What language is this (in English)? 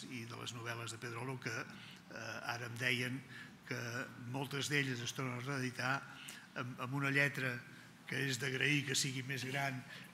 Catalan